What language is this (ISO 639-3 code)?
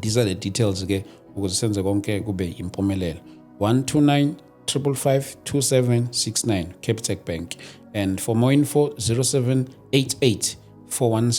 zul